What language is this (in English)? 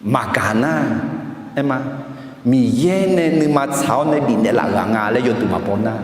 Akha